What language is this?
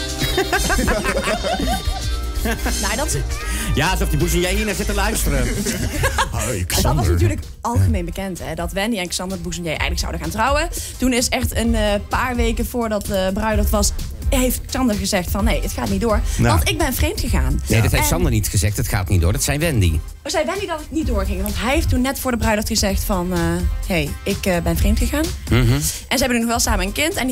Dutch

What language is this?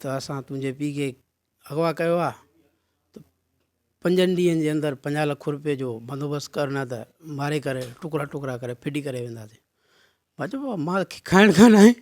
Sindhi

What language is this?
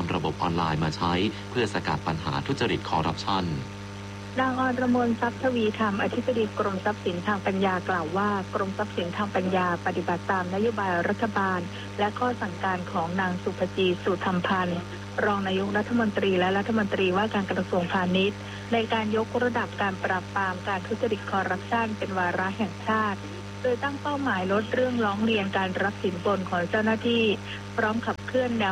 Thai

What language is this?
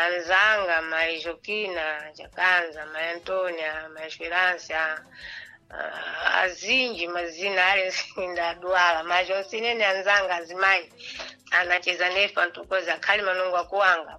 Sena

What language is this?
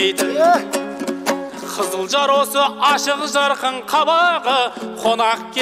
Kazakh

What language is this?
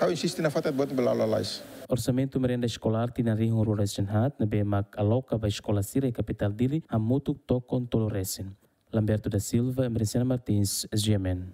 Tetum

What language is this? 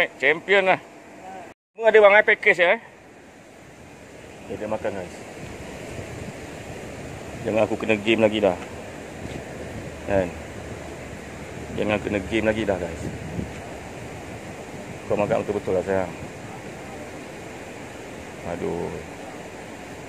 Malay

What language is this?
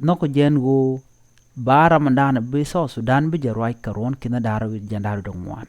Nuer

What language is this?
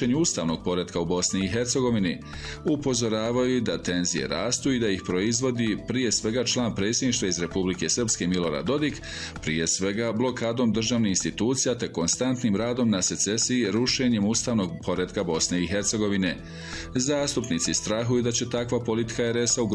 Bosnian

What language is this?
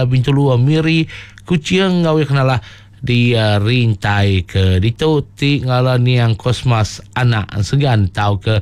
Iban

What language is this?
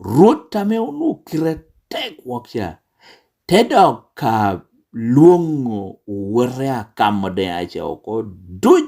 Lango (Uganda)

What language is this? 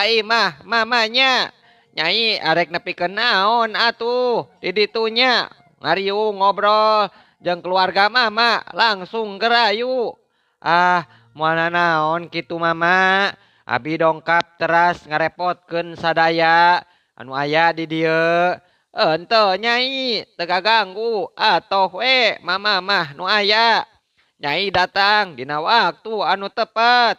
Sundanese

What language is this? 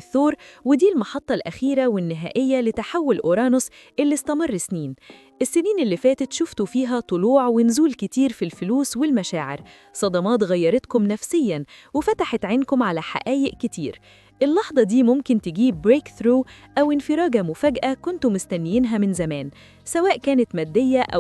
Egyptian Arabic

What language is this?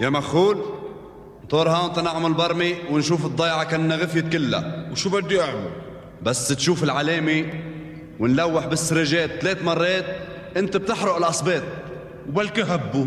North Levantine Arabic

